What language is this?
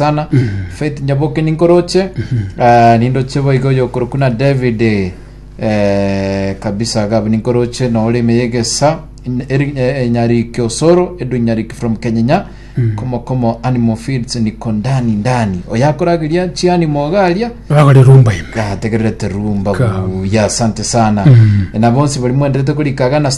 Gusii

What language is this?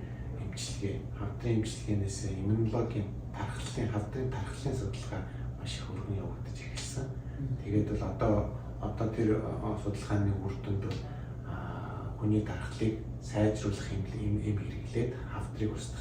Mongolian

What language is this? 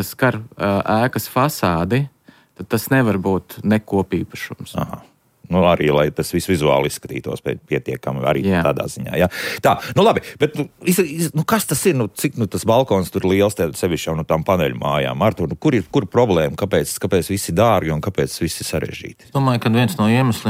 Latvian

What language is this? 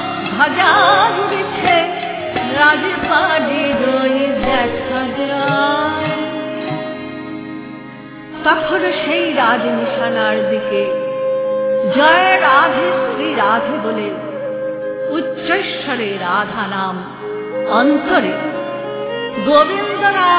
Bangla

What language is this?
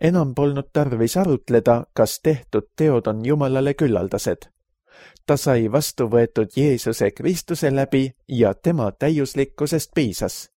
Estonian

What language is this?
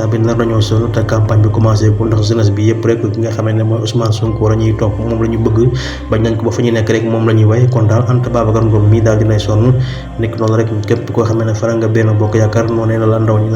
Wolof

